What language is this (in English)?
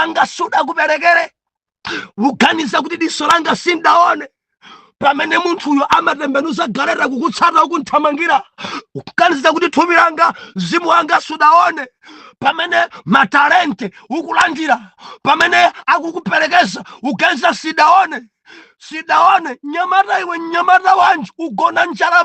Nyanja